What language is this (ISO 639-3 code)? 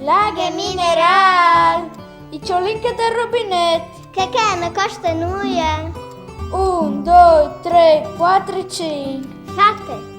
fur